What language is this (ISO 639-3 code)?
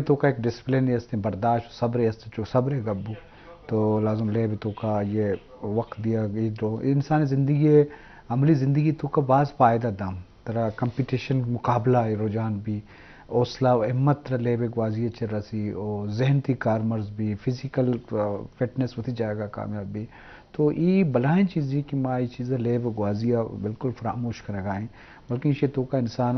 bal